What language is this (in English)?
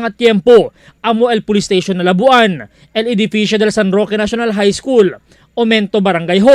Chavacano